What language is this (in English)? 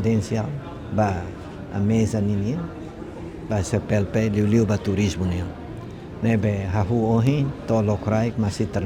Tetum